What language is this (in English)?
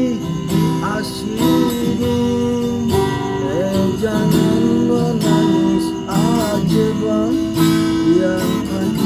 Betawi